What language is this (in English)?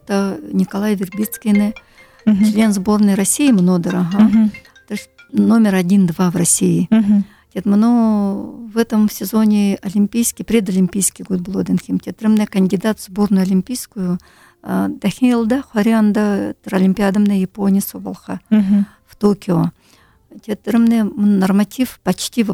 Buriat